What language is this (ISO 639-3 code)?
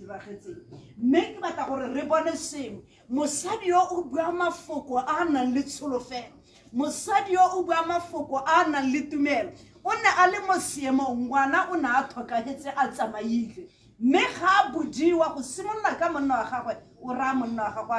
tsn